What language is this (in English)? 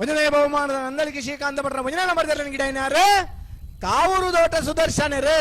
Tulu